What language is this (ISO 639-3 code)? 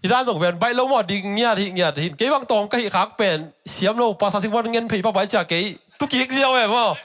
ctd